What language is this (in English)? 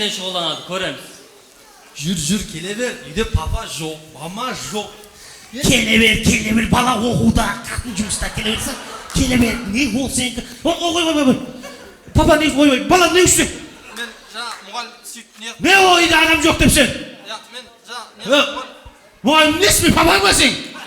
Kara-Kalpak